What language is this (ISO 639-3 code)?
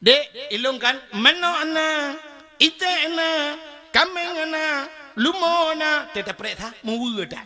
ace